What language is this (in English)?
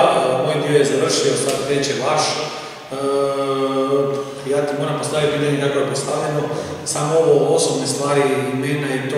Croatian